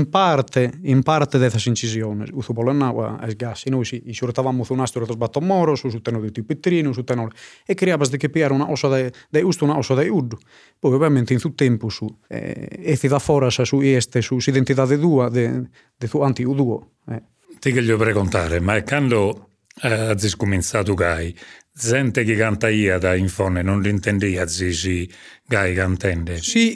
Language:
Sardinian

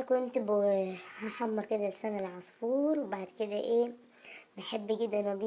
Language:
Egyptian Arabic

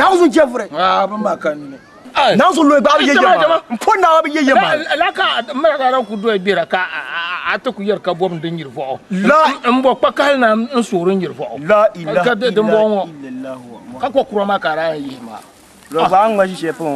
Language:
Dagbani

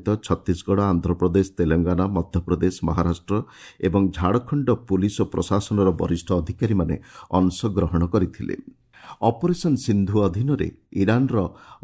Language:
Odia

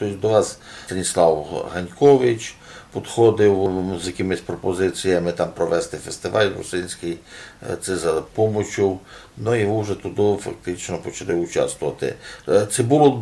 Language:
Rusyn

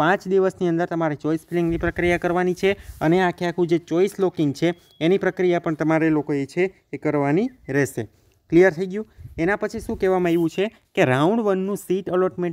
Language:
Gujarati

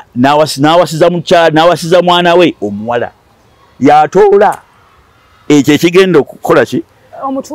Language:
Ganda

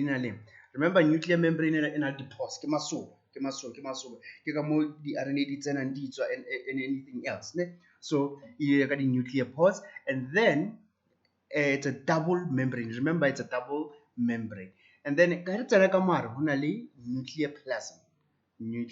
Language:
Tswana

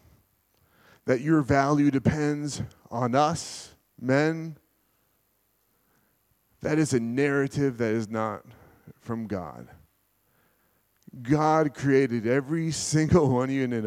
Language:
English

